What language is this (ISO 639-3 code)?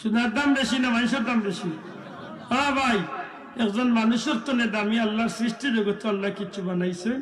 syl